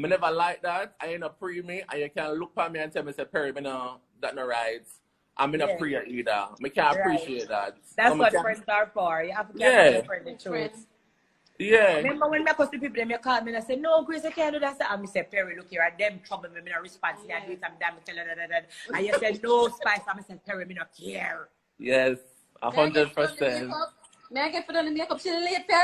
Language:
Jamaican Creole English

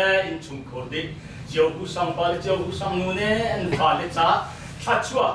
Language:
Hakha Chin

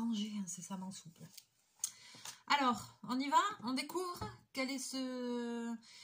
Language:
French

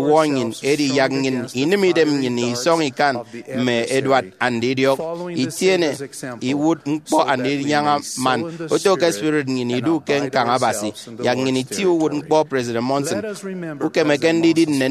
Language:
Efik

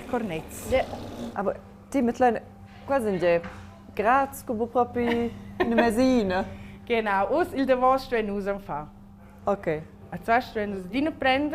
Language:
Romansh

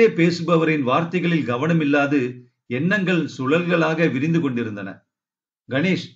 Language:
Tamil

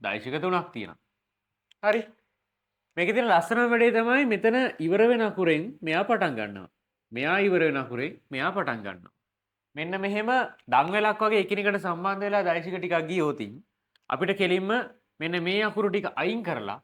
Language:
Sinhala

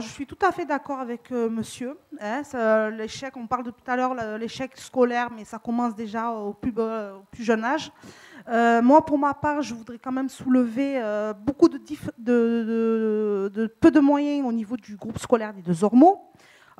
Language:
French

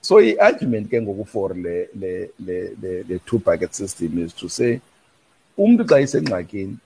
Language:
Xhosa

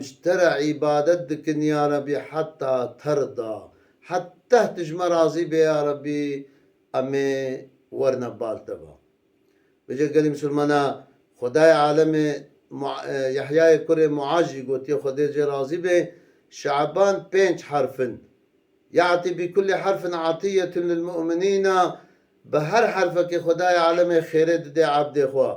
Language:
Kurdish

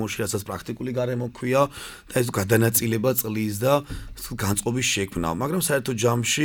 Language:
Georgian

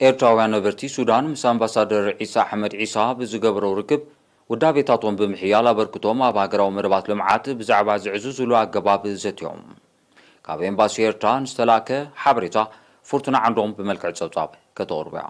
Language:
Tigrinya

